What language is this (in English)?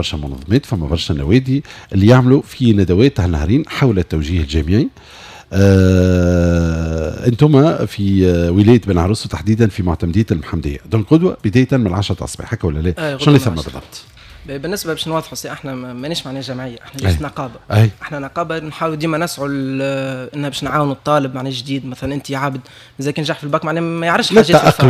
Tunisian Arabic